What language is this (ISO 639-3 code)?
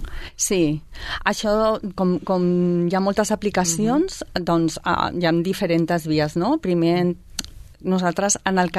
cat